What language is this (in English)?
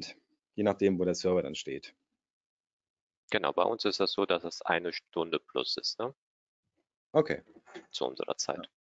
German